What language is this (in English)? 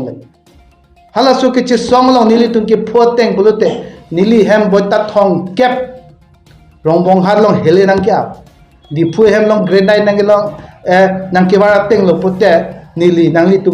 Karbi